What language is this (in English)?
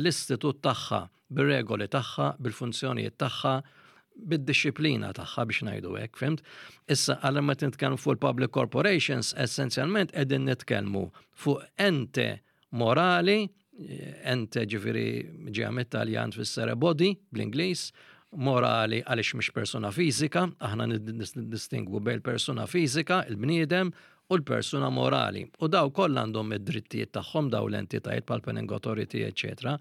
Maltese